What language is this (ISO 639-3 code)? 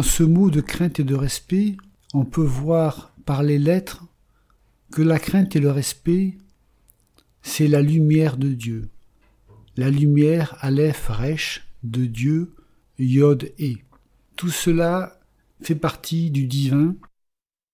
fra